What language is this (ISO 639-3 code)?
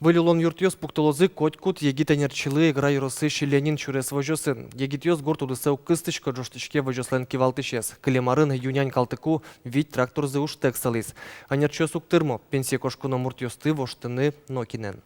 udm